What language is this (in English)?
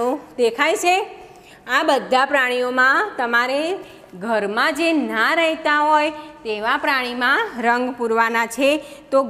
Gujarati